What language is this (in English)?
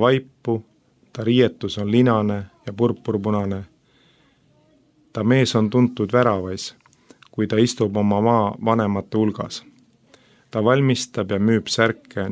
Estonian